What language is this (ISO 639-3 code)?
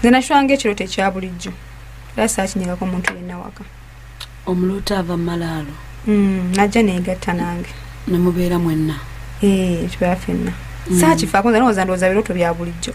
lug